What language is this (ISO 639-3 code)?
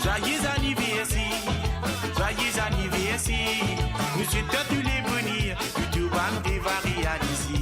mfe